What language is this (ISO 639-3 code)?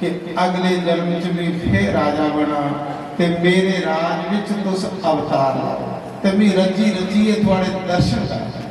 doi